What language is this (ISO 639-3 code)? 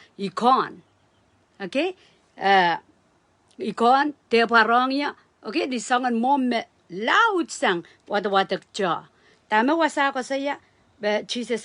pon